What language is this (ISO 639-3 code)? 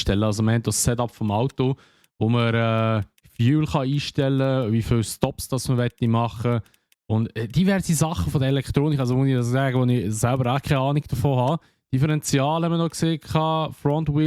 gsw